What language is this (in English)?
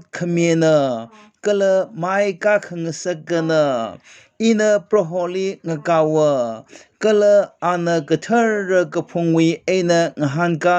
Tangkhul Naga (India)